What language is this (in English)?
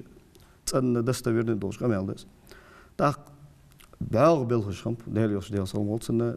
Ingush